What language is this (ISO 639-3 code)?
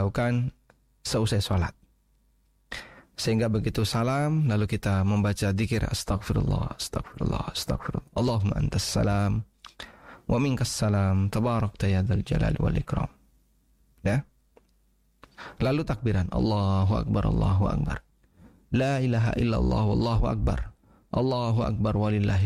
ind